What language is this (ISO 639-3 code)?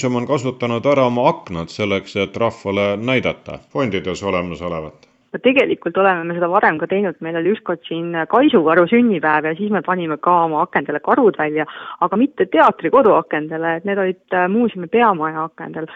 est